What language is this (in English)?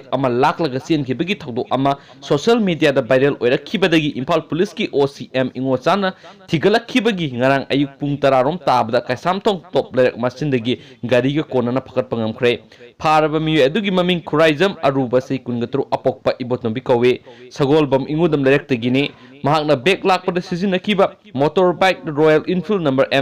Manipuri